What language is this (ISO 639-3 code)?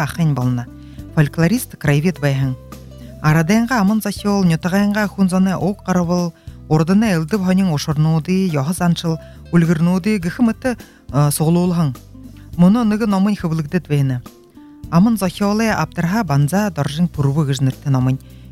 bua